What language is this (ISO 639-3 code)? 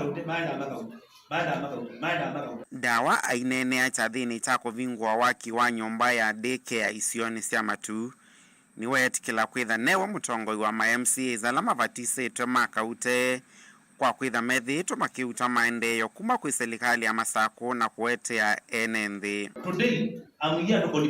kam